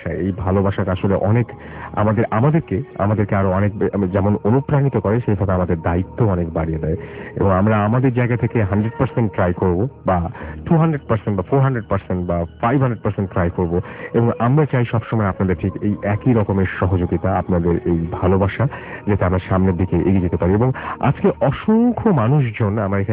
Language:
Bangla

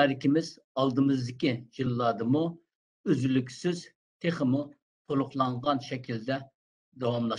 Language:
Uyghur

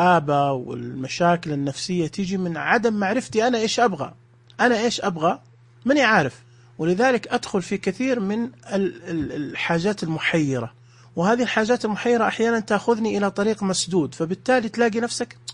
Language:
Najdi Arabic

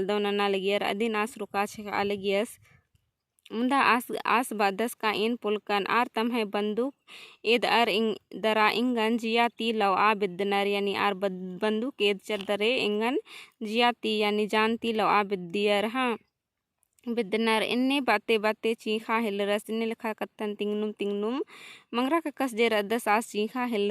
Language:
Kurukh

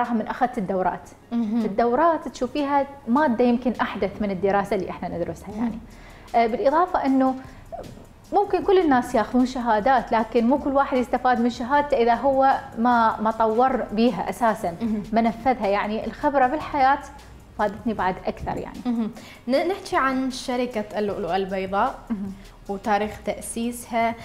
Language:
Mesopotamian Arabic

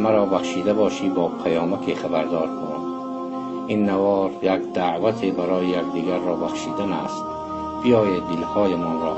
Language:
Tajik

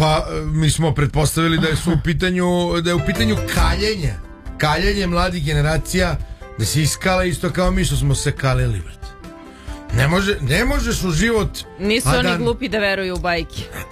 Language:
Serbian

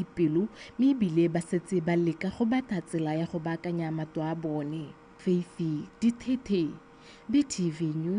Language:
Tswana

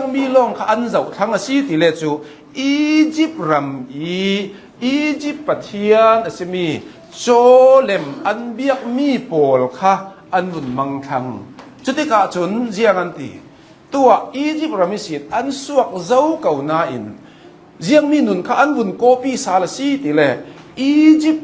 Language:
Hakha Chin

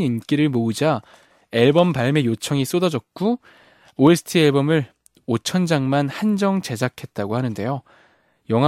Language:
Korean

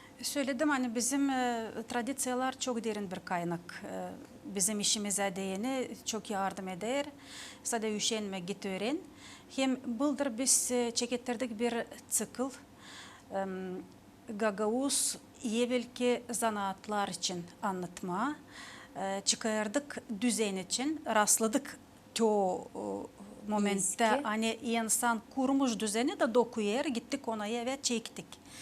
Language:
Gagauz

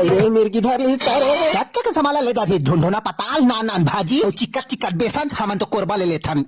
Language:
Chhattisgarhi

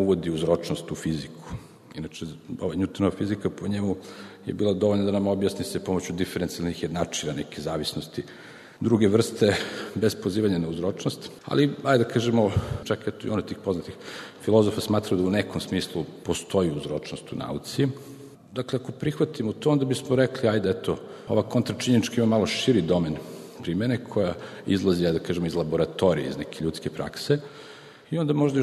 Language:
Serbian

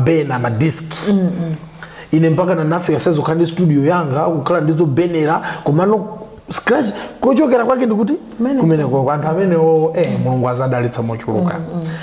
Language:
Nyanja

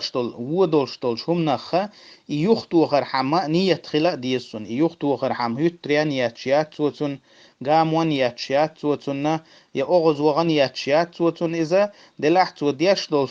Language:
Chechen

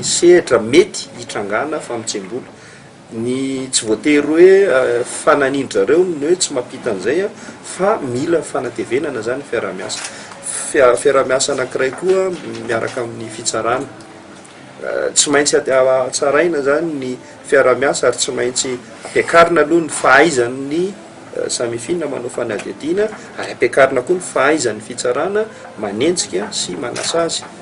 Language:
Malagasy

